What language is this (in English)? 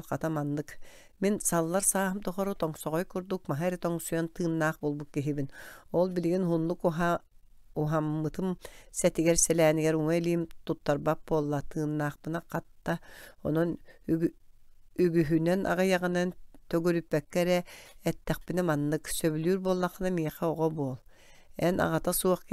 Yakut